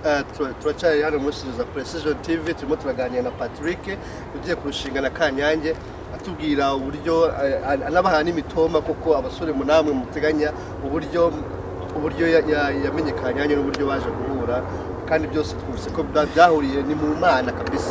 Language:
Kinyarwanda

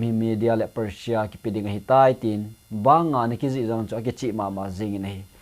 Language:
Thado Chin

